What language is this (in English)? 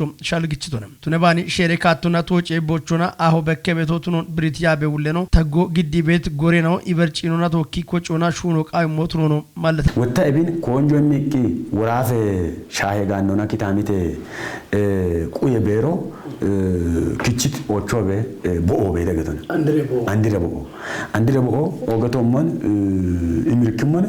Kafa